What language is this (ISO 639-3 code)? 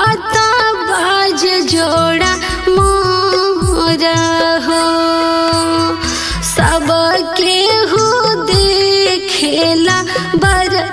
bho